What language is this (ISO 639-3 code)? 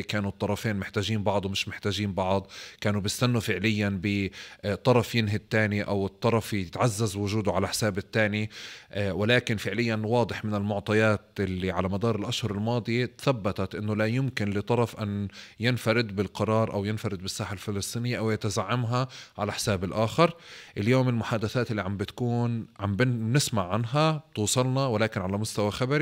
apc